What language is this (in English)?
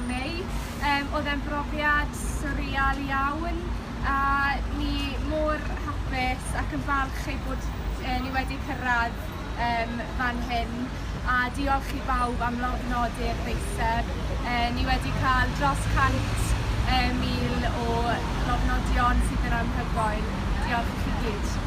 Welsh